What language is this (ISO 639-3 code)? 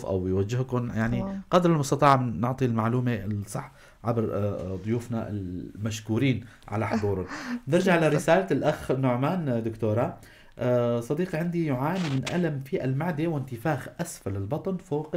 apc